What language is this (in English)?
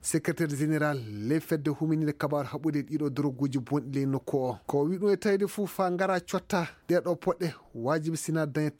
Fula